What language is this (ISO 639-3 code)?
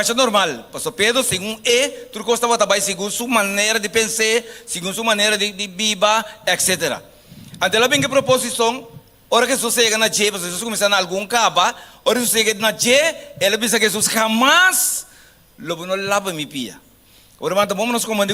pap